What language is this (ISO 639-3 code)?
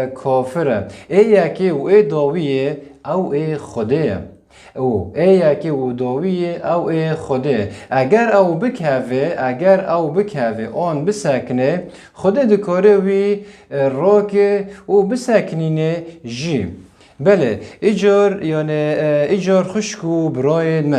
kur